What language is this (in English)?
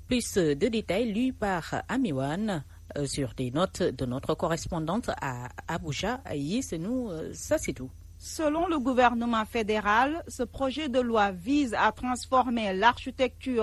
French